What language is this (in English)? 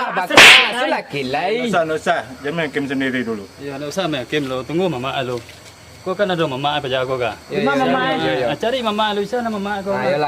Minangkabau